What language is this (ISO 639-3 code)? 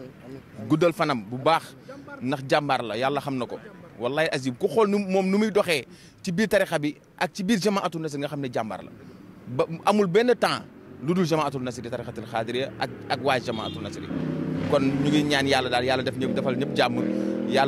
wol